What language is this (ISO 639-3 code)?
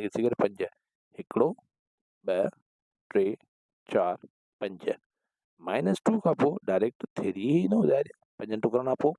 snd